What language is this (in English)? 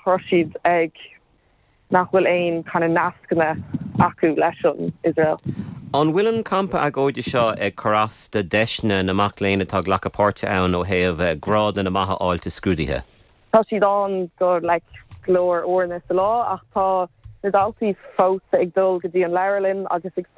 Irish